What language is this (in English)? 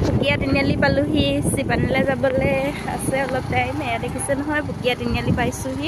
Assamese